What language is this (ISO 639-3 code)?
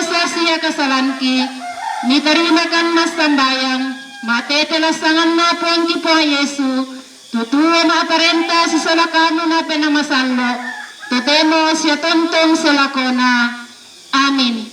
sda